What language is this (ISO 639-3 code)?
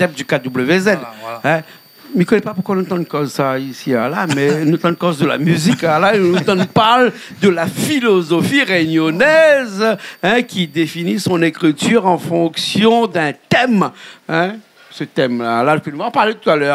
rcf